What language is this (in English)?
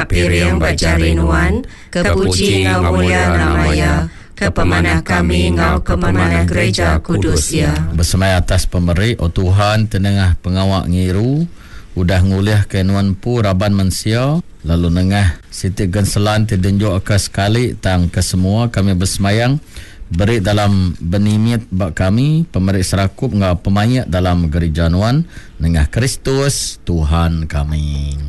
Iban